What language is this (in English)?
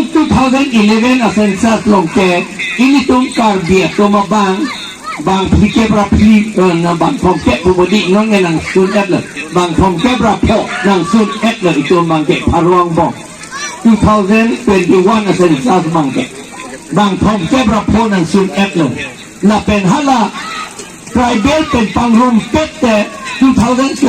Karbi